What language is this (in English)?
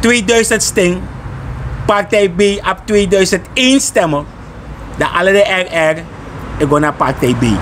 Sranan Tongo